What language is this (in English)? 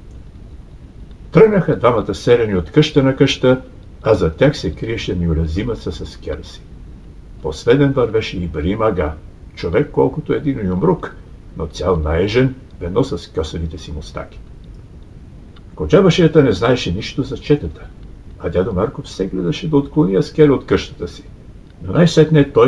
Bulgarian